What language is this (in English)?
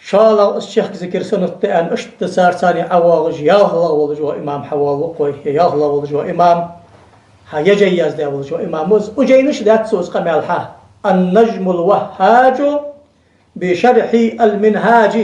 Ingush